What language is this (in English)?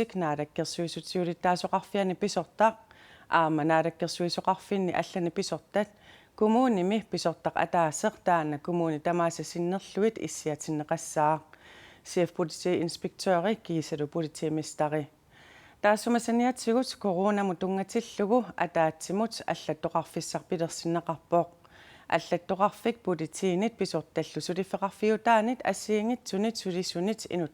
Kalaallisut